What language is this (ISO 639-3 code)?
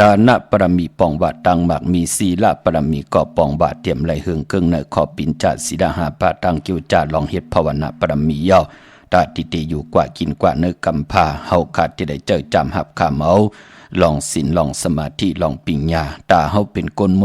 shn